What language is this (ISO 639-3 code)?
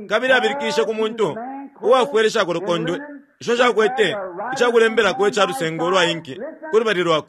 bem